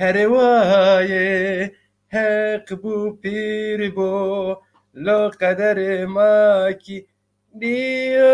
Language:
Zaza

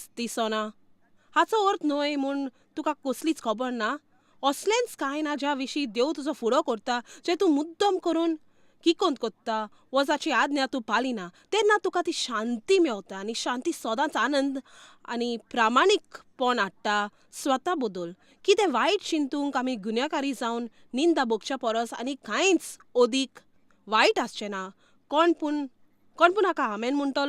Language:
Konkani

